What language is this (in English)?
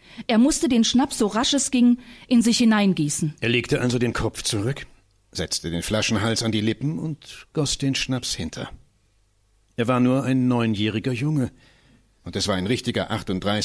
German